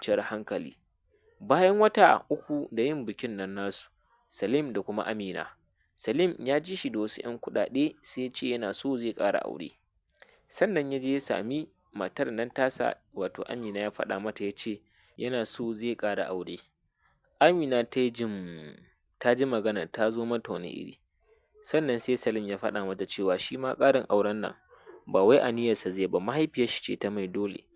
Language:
Hausa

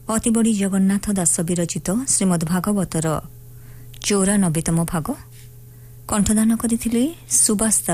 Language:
Odia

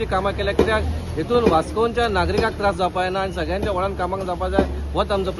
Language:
Konkani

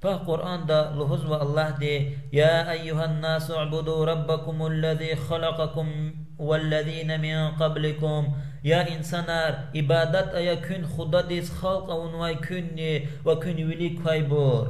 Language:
Lezghian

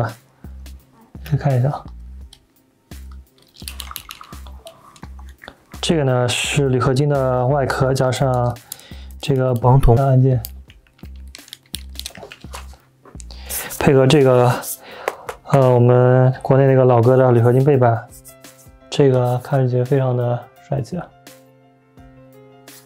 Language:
Chinese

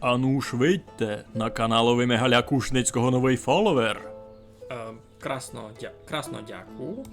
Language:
Rusyn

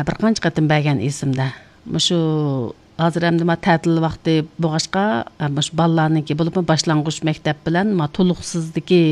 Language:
Uyghur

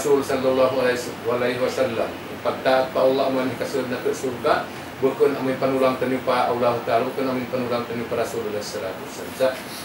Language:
Tausug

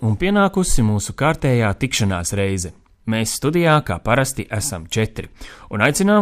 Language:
Latvian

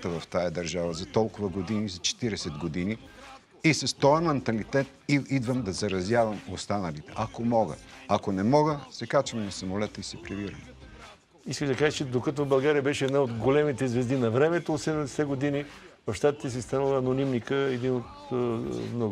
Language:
Bulgarian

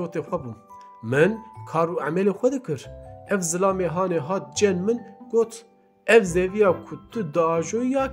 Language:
Kurdish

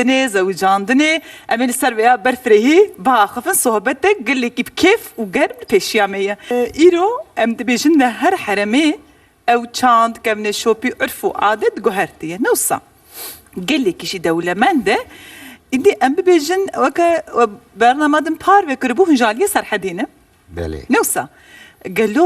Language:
Kurdish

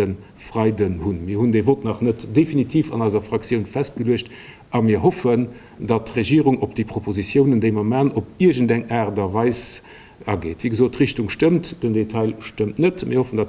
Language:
Luxembourgish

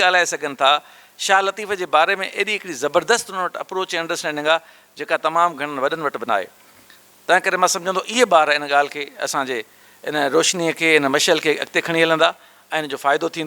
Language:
Sindhi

